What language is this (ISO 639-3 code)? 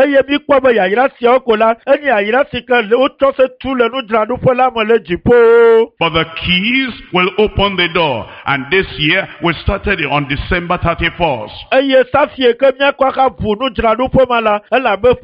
ewe